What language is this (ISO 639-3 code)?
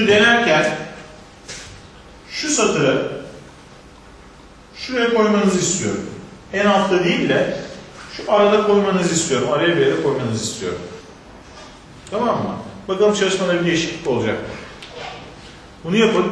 tur